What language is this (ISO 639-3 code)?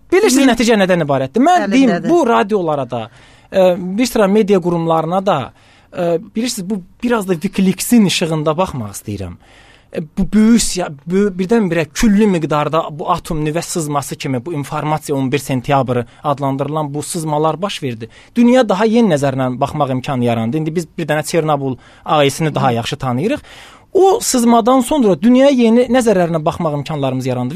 aze